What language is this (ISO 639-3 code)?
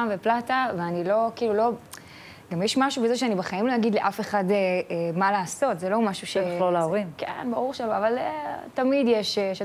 heb